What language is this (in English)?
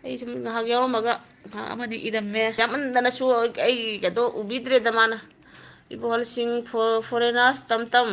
Manipuri